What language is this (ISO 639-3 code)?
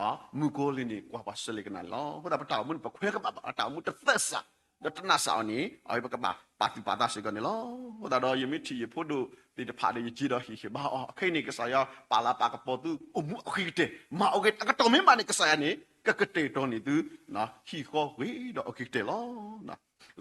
ksw